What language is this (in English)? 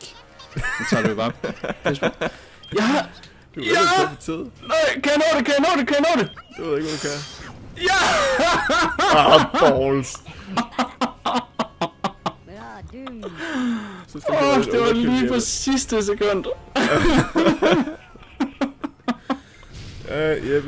Danish